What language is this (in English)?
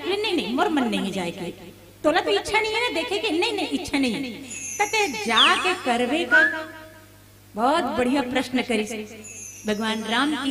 Chhattisgarhi